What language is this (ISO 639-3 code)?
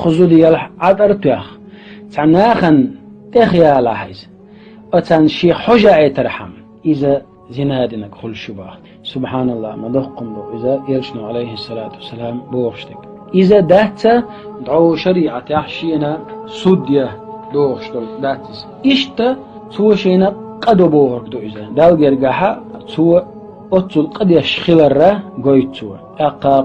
che